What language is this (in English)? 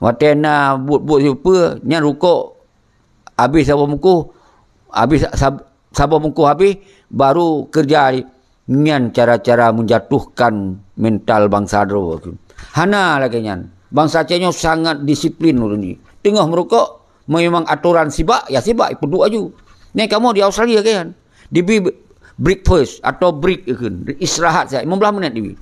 Achinese